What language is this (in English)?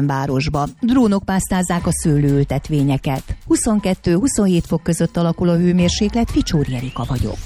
Hungarian